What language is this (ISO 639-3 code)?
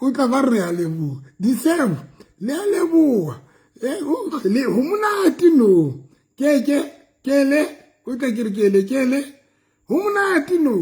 sot